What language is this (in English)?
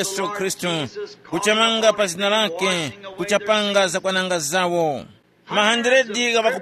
Tumbuka